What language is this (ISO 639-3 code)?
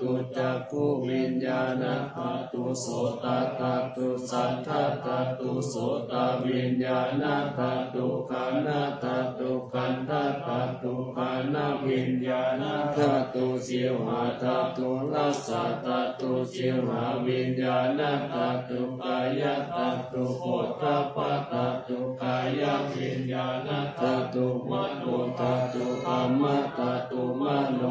pli